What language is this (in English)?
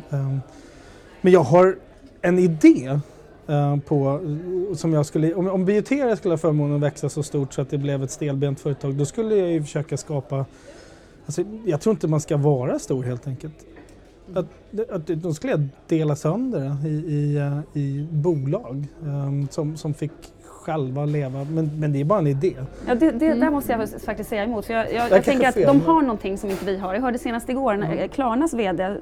Swedish